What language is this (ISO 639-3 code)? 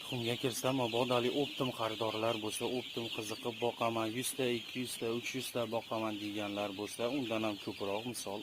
uzb